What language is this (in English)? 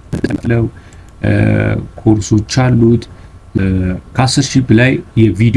Amharic